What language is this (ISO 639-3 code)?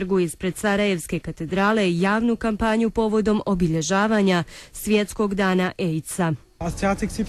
bos